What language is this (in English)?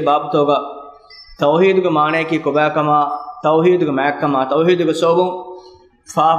Divehi